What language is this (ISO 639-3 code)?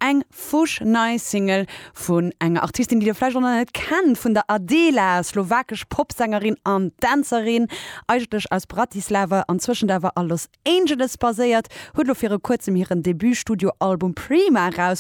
ltz